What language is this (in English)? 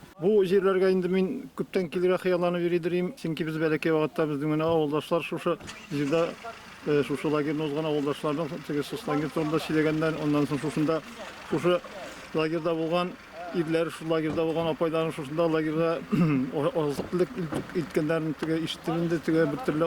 Tatar